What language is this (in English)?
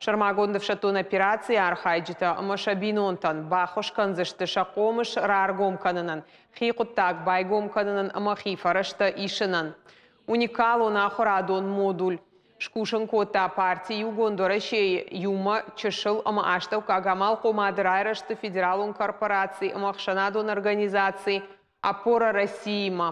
Ossetic